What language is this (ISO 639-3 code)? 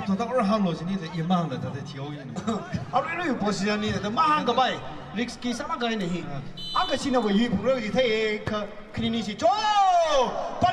nmf